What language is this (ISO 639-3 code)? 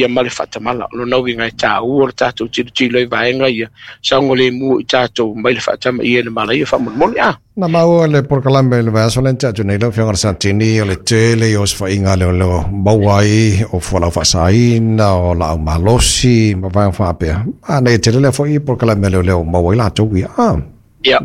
smo